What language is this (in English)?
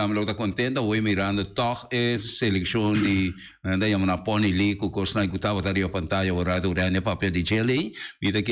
Papiamento